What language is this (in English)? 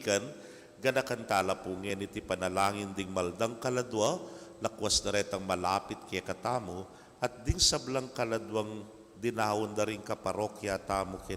Pampanga